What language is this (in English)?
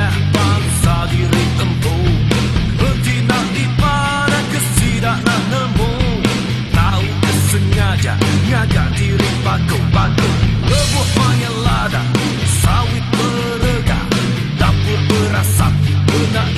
Iban